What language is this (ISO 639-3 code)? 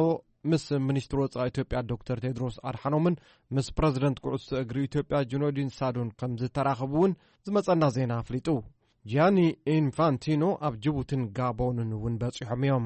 tir